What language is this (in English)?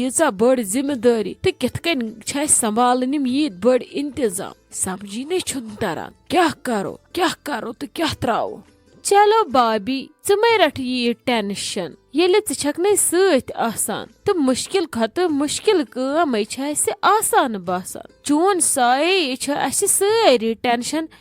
Kashmiri